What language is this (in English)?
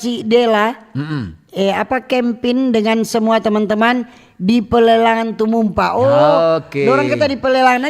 Manado Malay